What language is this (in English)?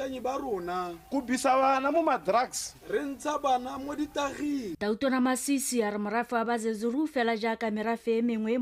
Tswana